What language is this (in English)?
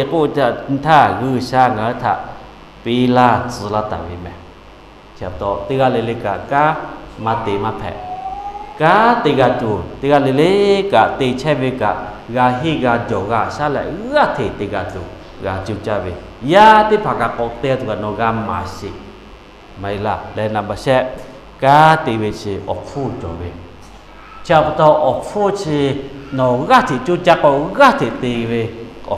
Lahu